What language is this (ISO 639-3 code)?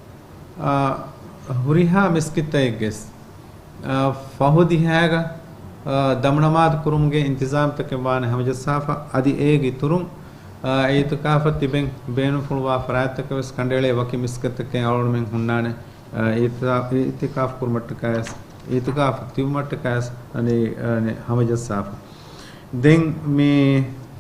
div